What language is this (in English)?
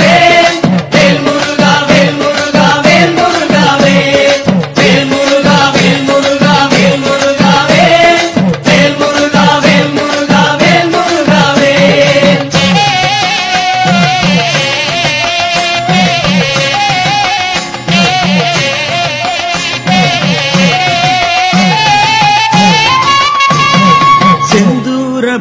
Tamil